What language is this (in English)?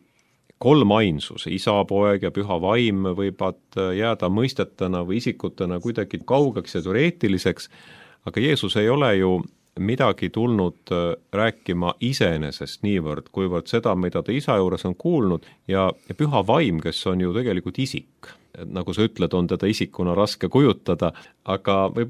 Estonian